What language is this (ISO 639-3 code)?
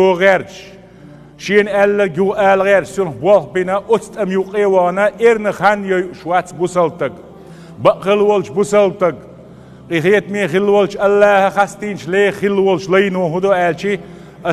che